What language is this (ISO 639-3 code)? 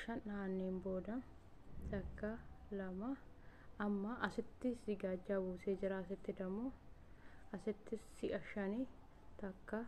orm